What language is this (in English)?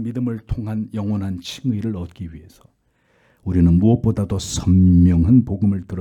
Korean